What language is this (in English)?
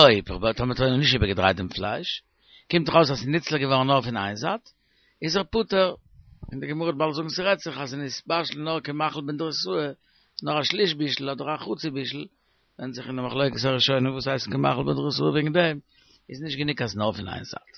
Yiddish